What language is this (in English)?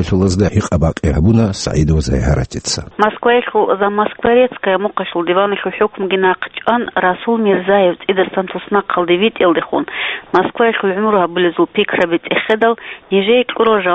Avaric